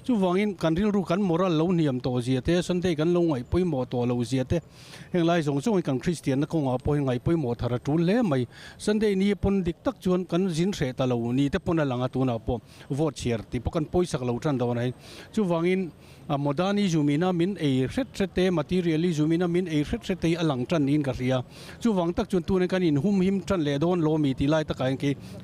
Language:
Mizo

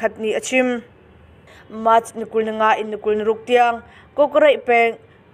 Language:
Hakha Chin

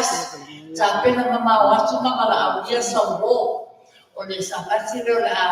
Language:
Samoan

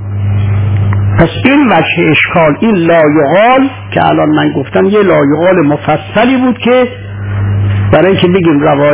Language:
Persian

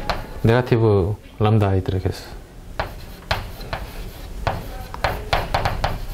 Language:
Korean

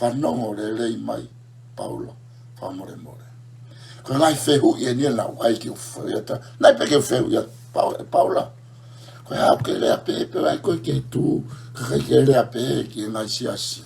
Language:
Tongan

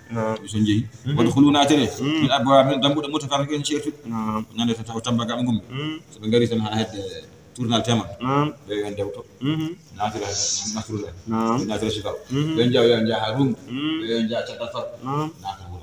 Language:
Fula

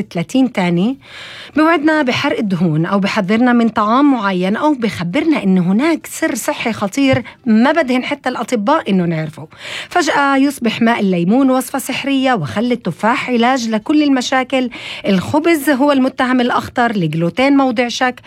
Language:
North Levantine Arabic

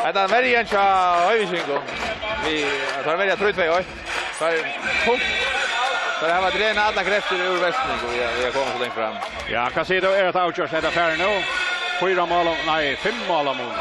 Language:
Faroese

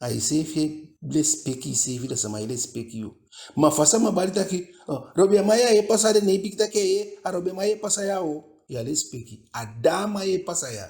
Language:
Eastern Maroon Creole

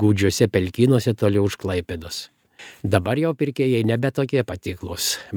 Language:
Lithuanian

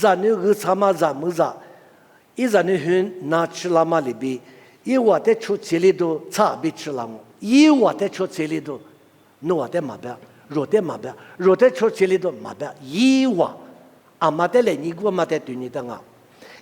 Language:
Lisu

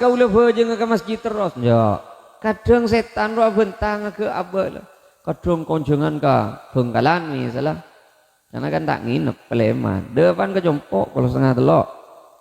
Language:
Madurese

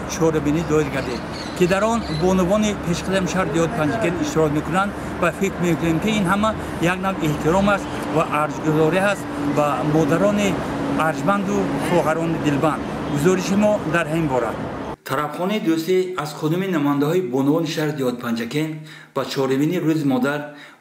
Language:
Tajik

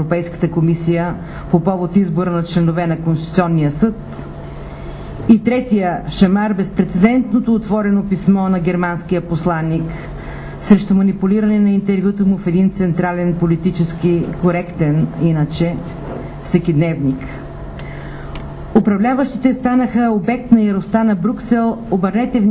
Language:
Bulgarian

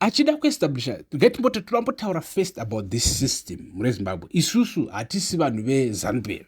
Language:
Shona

